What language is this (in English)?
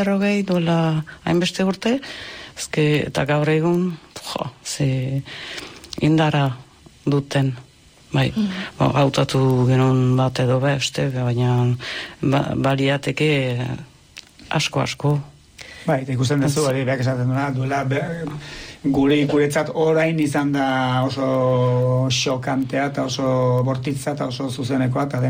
Basque